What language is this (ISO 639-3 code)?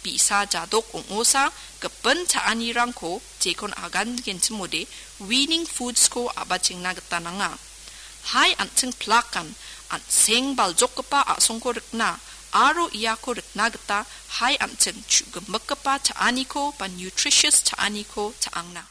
grt